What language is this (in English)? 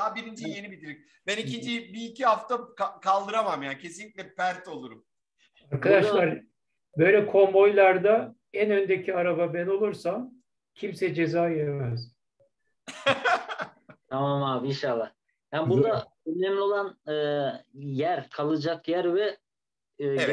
Turkish